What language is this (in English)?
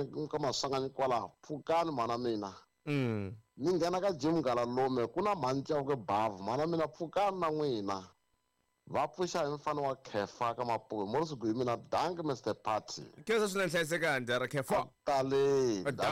Tsonga